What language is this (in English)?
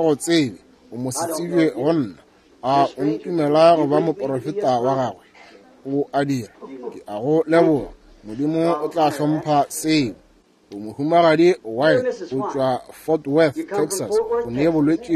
Northern Sotho